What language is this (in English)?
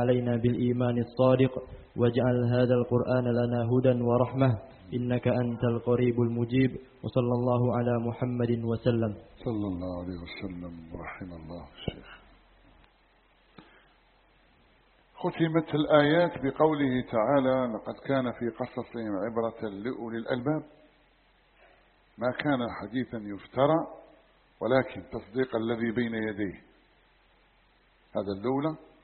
Arabic